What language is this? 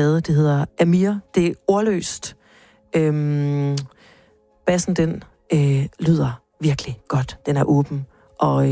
Danish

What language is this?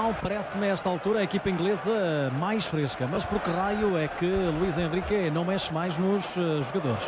Portuguese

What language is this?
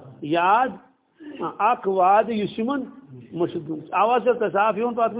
Kashmiri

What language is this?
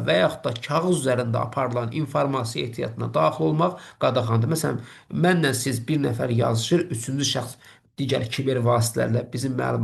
Azerbaijani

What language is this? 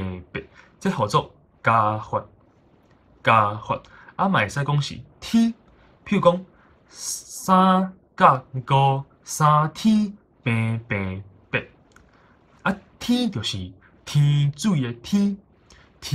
Min Nan Chinese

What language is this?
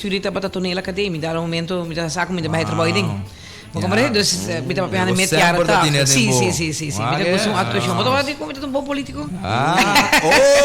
Papiamento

